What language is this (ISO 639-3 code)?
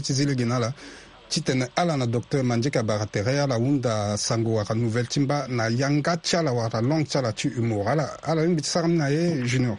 sag